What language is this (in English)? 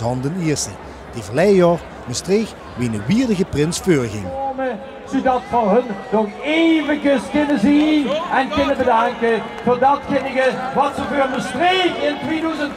Limburgish